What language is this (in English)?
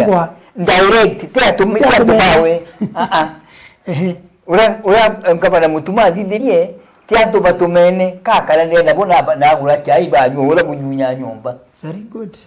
Meru